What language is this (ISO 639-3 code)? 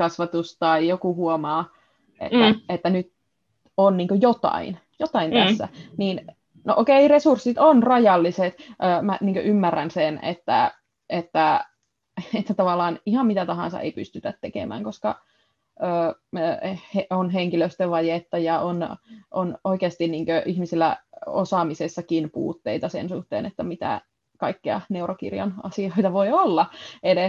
fin